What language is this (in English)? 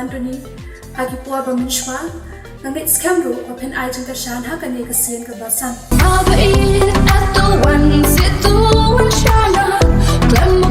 Khasi